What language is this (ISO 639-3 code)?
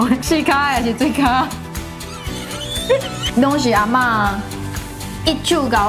nan